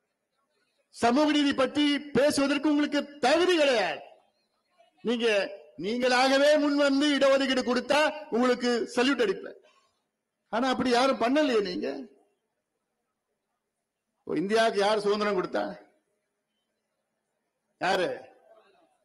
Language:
Tamil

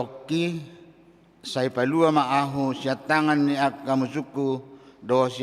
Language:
Batak Toba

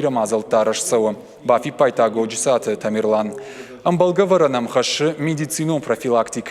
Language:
Ossetic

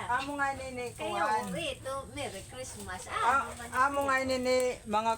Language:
Waray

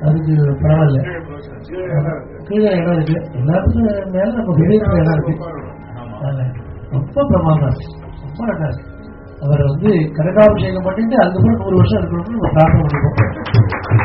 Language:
Tamil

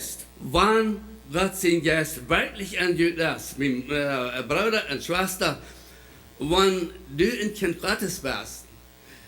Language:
Plautdietsch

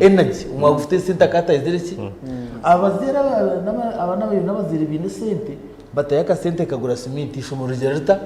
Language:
Nyankole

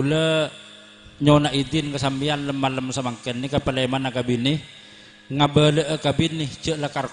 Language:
Madurese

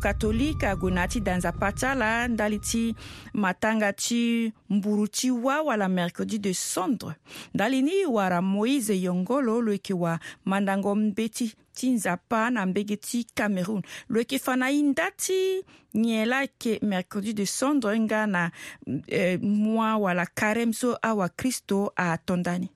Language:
Sango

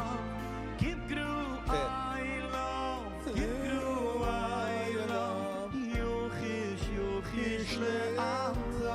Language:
Yiddish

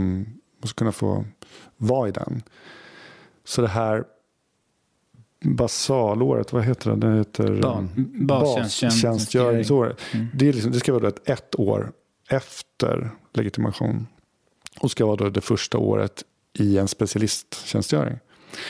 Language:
Swedish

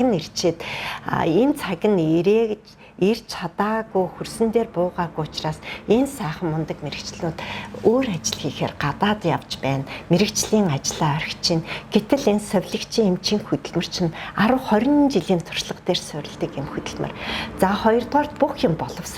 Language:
Mongolian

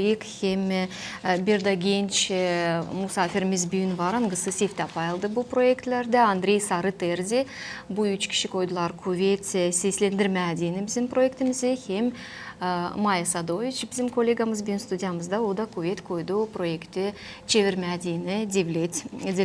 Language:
Gagauz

